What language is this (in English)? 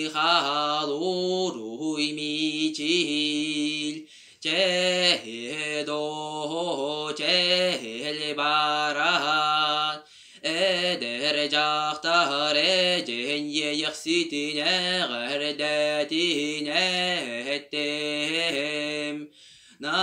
Yakut